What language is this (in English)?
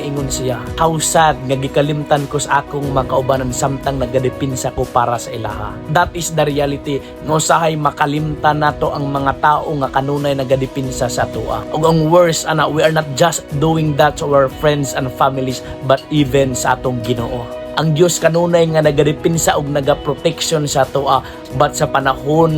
Cebuano